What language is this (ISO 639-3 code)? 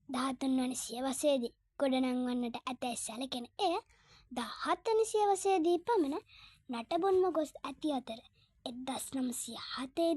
sin